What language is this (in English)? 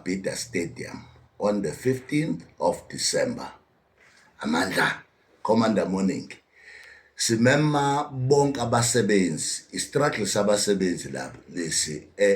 Zulu